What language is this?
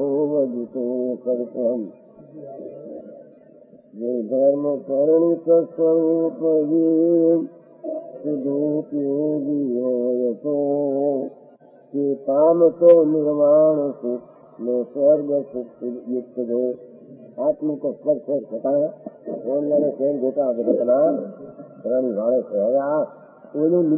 Gujarati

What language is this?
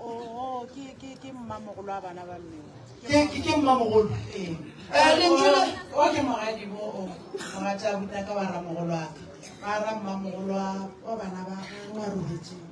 Northern Sotho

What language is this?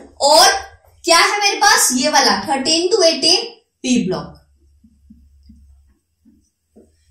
Hindi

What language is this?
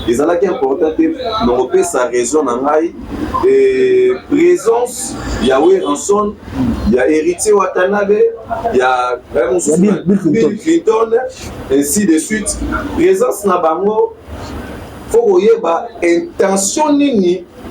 Lingala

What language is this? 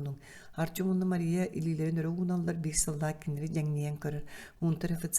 Yakut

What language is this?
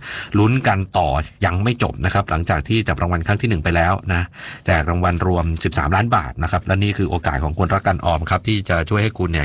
Thai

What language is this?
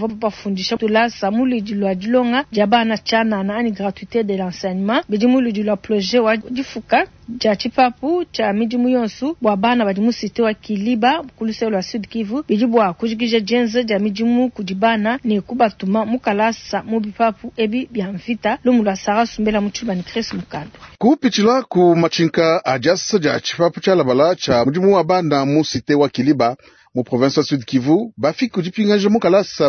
Luba-Lulua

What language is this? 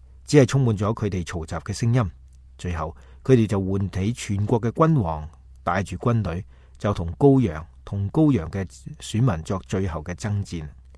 Cantonese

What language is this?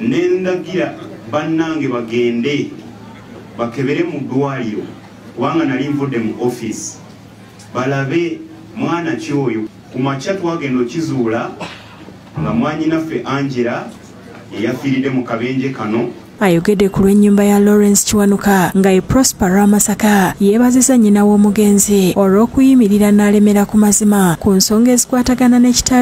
Ganda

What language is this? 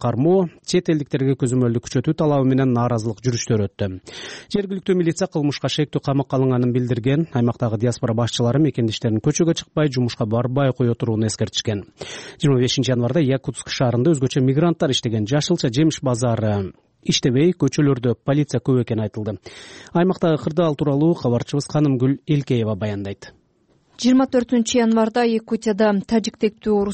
Kyrgyz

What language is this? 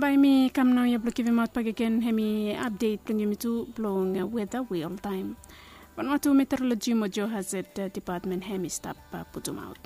Bislama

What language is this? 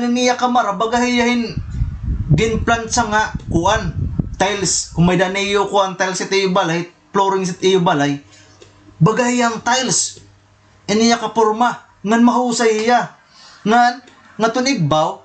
Waray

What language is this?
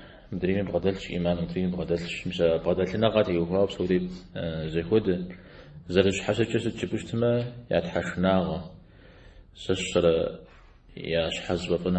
Kabardian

